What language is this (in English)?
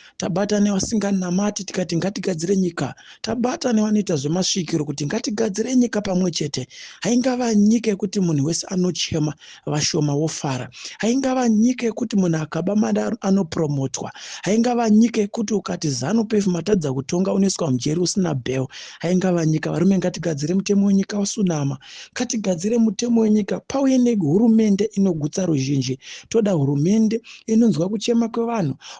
Shona